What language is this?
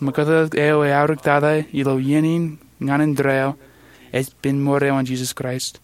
Marshallese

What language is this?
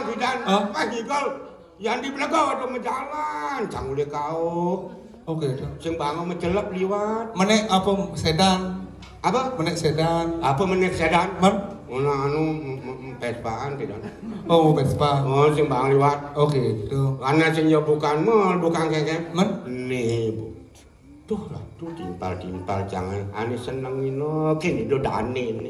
Balinese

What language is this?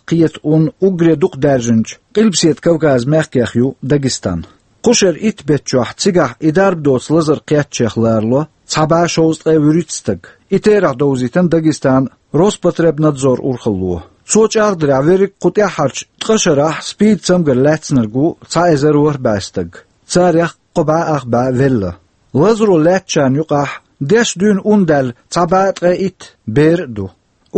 Chechen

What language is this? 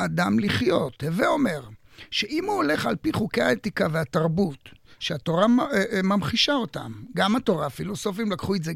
Hebrew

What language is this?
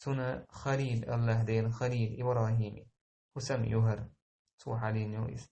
Chechen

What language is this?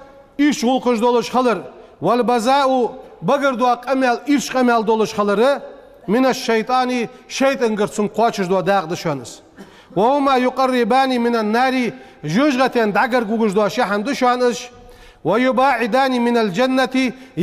Ingush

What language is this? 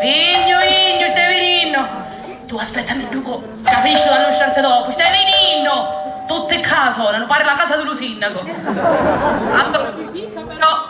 Sicilian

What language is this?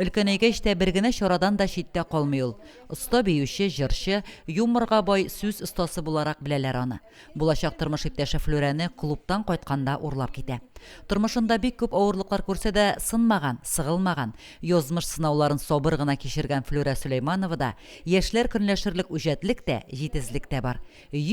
Tatar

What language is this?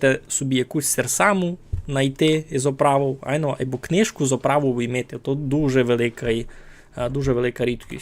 Rusyn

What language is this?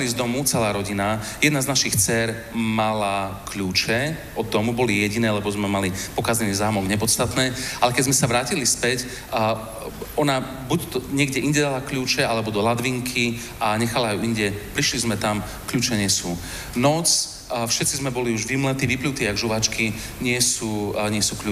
Slovak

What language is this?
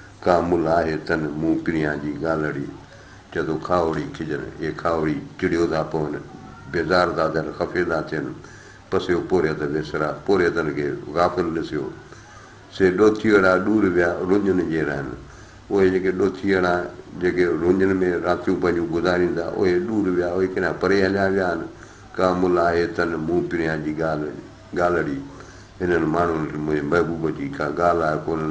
Sindhi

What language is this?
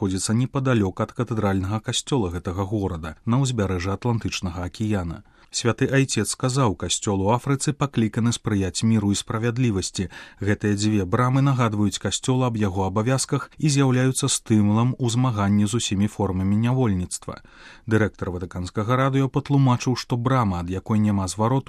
Belarusian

